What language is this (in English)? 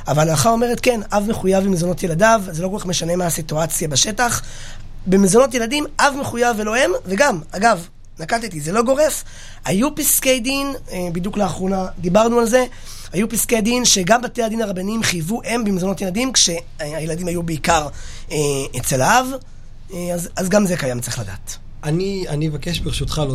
Hebrew